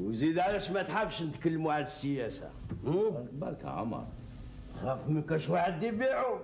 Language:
Algerian Arabic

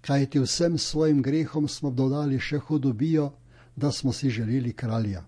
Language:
Slovenian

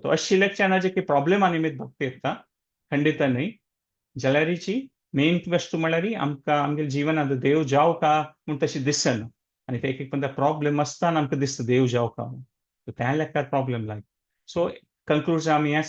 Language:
Konkani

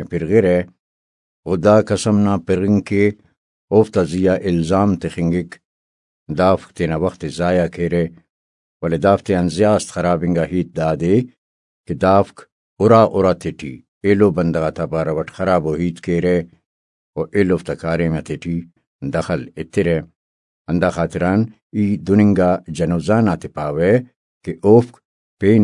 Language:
Brahui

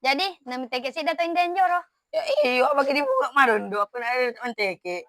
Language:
Minangkabau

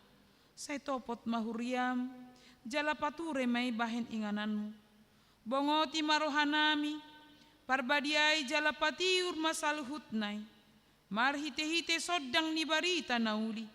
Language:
Batak Toba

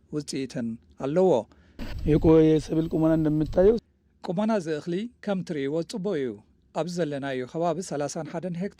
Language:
Tigrinya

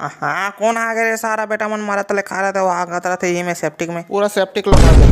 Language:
Chhattisgarhi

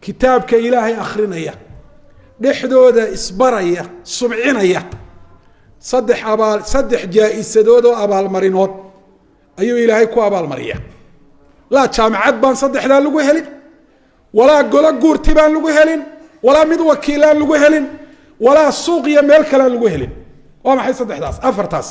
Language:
Somali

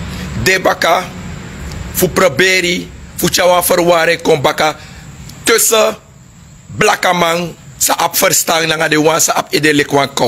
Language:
Sranan Tongo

